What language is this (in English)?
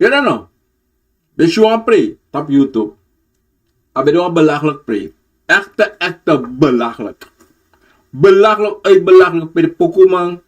Sranan Tongo